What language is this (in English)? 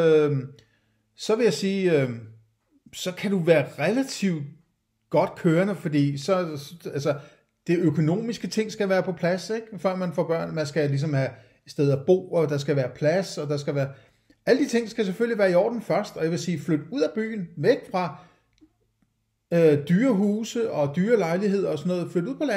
Danish